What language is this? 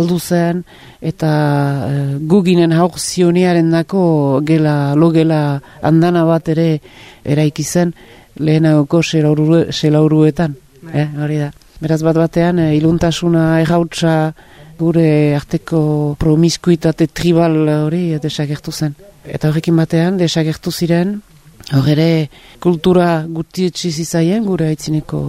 Basque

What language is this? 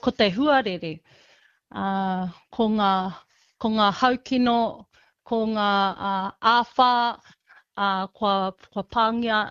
Māori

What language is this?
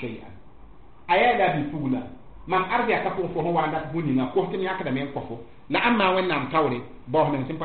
Mossi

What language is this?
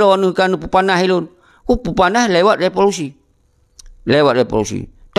Achinese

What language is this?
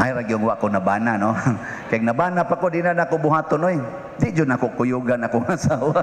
Cebuano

